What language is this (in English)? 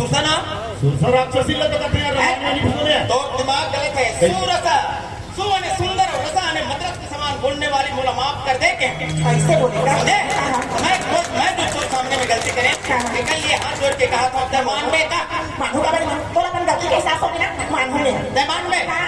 Chhattisgarhi